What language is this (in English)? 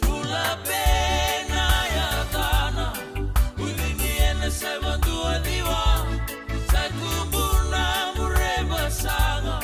Fijian